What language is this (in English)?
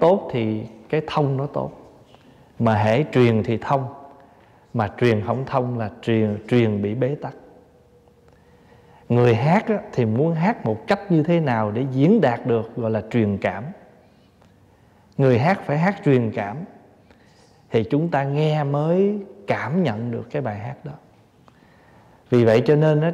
Vietnamese